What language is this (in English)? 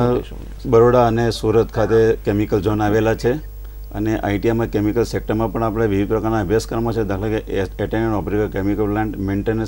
Gujarati